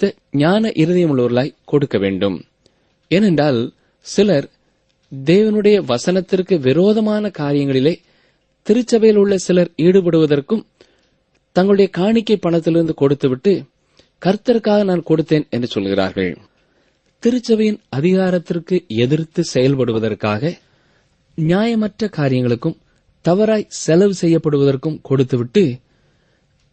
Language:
Tamil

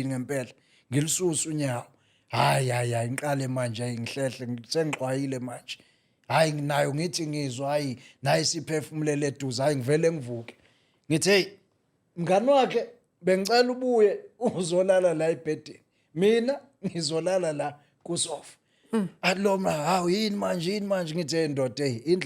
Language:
Zulu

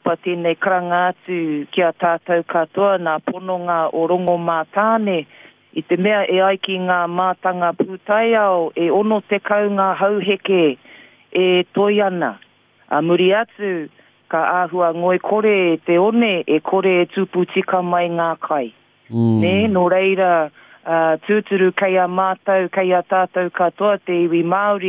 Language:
Māori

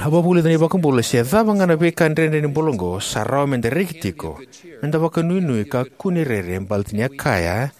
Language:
Fijian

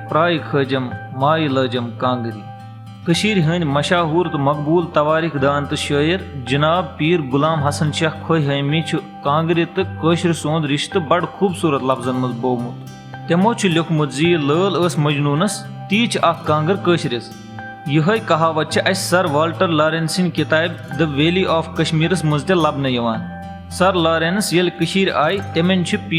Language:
Kashmiri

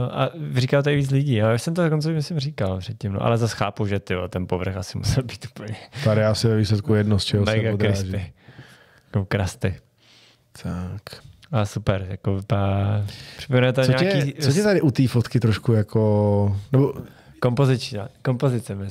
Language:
Czech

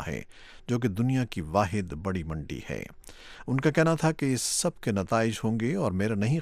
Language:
Urdu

